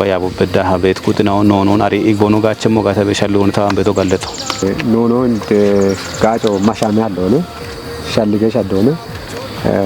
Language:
Kafa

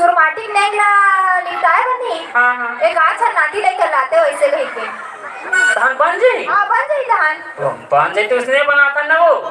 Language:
Chhattisgarhi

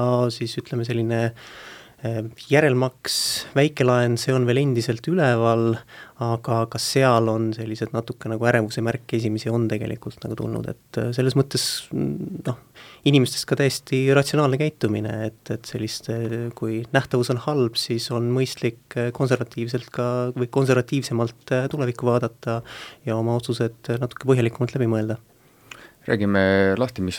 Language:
Estonian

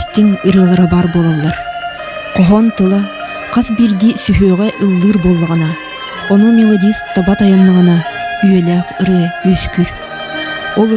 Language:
Yakut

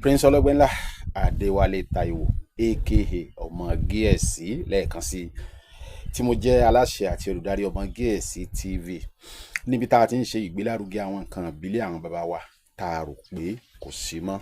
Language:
Yoruba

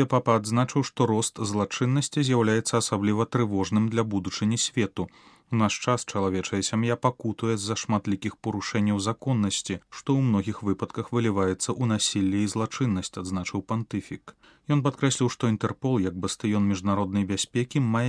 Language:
Belarusian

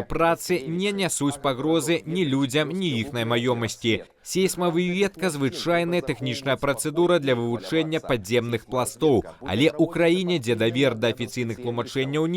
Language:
Belarusian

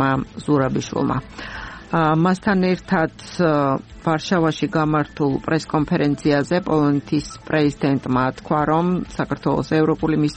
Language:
Georgian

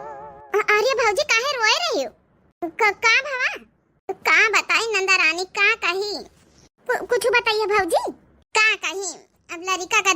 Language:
Awadhi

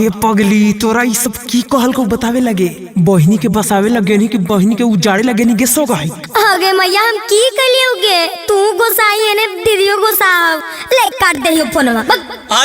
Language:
Magahi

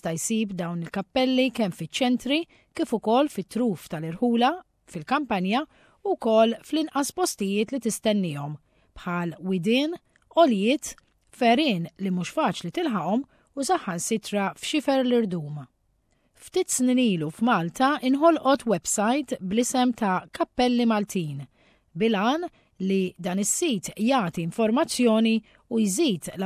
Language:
Maltese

